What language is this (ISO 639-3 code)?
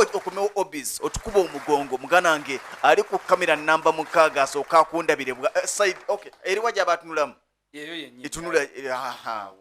lug